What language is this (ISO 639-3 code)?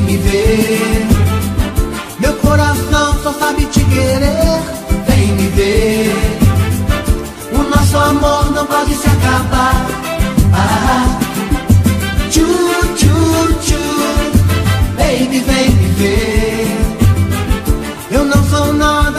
por